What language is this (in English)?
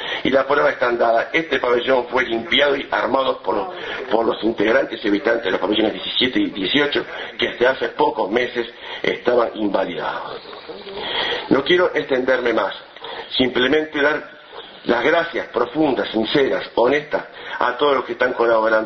Spanish